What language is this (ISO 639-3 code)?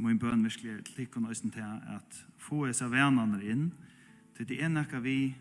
fao